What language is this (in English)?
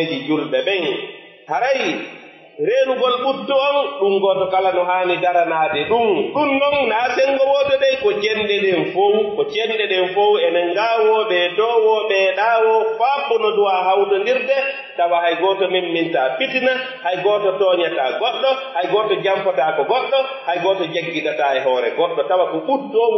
Pular